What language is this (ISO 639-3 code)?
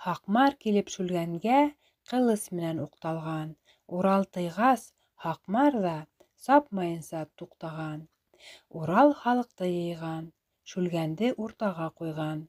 bak